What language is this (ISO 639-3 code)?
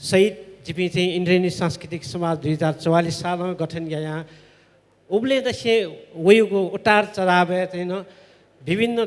new